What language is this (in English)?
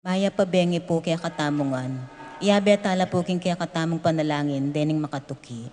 Pampanga